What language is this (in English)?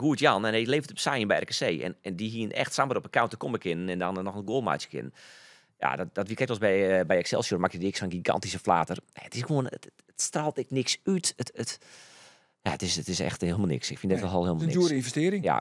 Western Frisian